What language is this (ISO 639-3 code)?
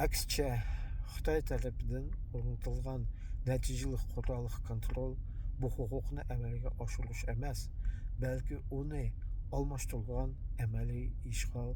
uig